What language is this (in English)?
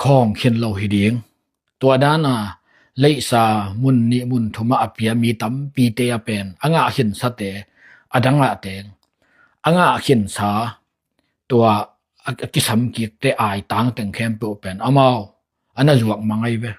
Tedim Chin